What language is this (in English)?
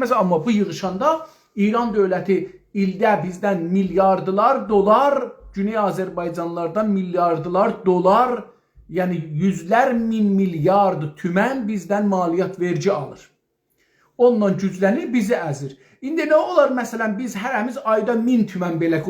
South Azerbaijani